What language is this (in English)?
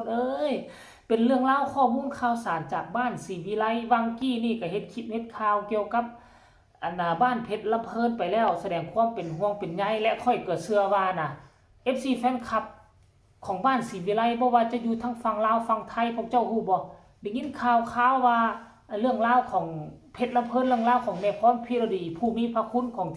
Northeastern Thai